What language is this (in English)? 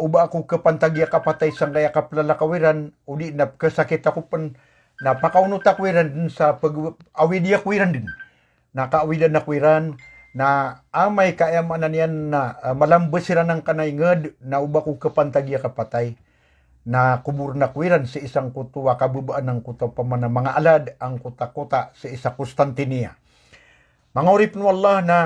Maranao